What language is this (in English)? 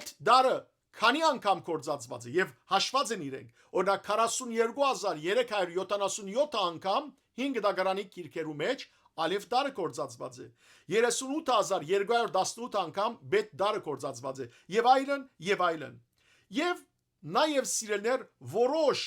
Western Armenian